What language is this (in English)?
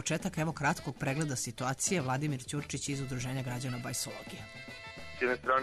Serbian